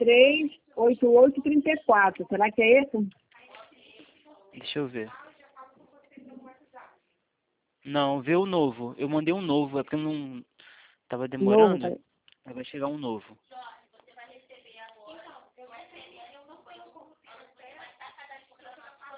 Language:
Portuguese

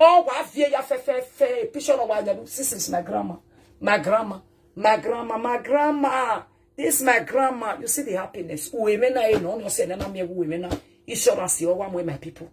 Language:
Nigerian Pidgin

